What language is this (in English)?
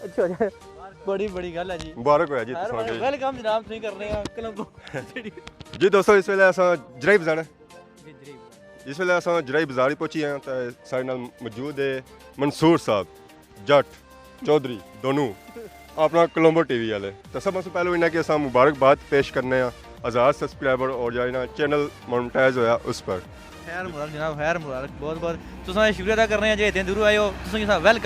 Pahari-Potwari